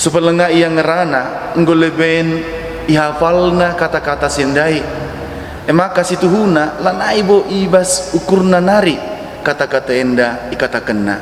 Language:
Batak Karo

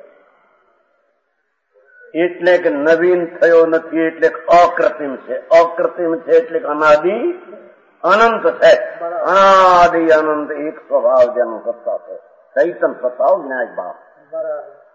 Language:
Gujarati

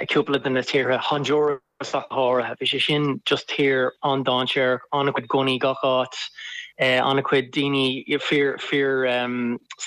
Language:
Irish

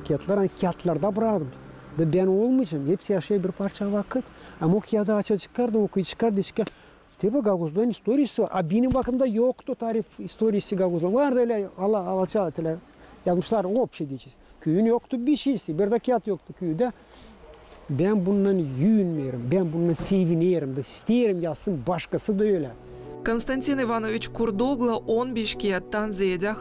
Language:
Gagauz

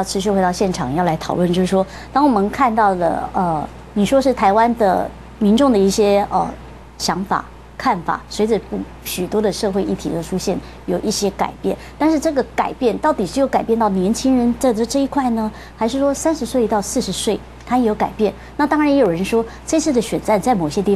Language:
Chinese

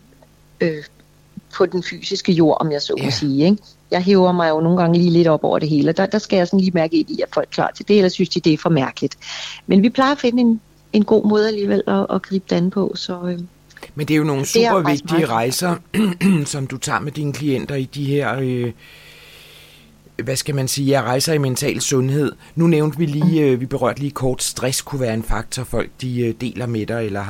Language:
Danish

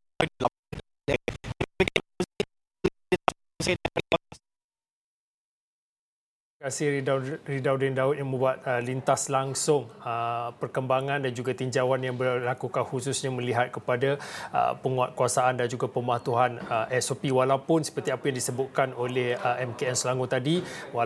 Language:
Malay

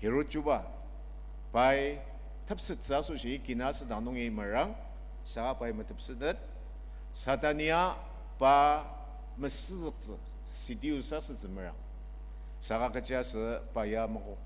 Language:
Ao Naga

